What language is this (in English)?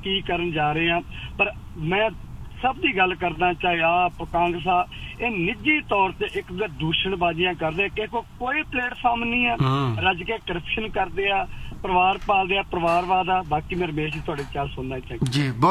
Punjabi